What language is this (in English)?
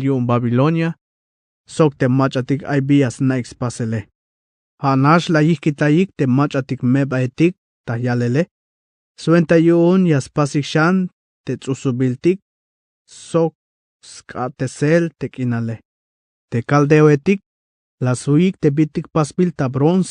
Tzeltal